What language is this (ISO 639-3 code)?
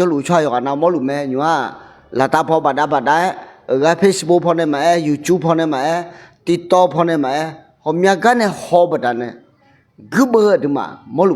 ahk